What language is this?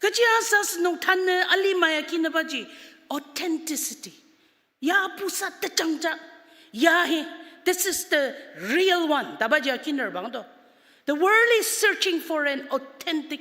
Ao Naga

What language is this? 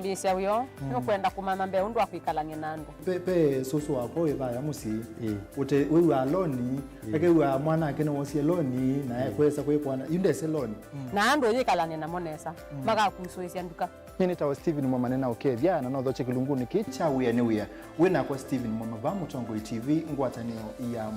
Kamba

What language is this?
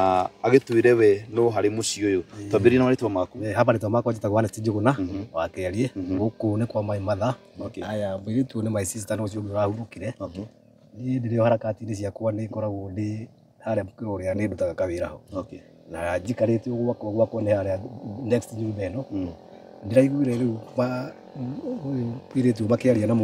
Kikuyu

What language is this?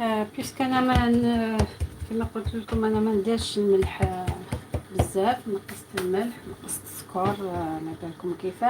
Algerian Arabic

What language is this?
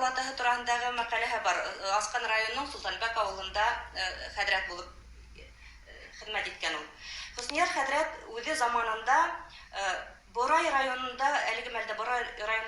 Bashkir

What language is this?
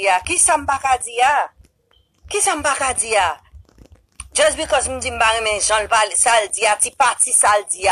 Haitian Creole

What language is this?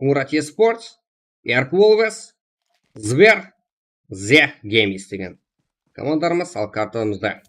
Kara-Kalpak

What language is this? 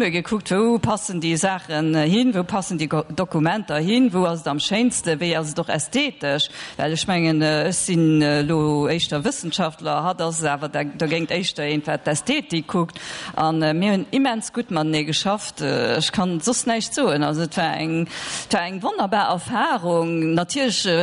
Luxembourgish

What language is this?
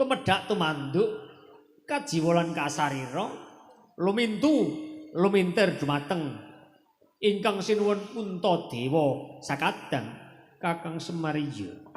Javanese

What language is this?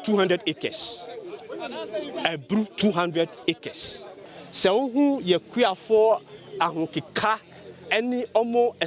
Akan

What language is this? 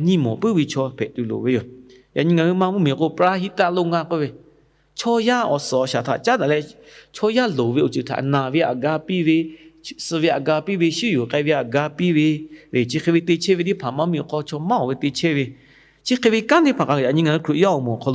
Lahu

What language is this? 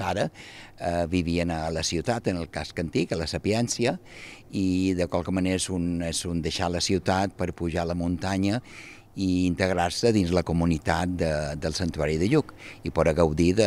Catalan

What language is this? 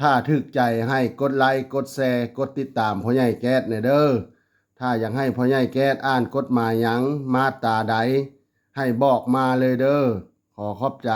Lao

